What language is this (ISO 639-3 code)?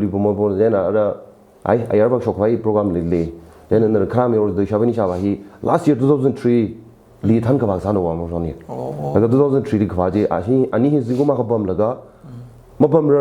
nmf